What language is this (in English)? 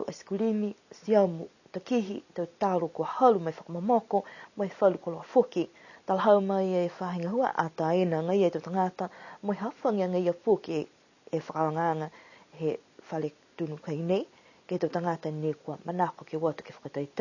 Niuean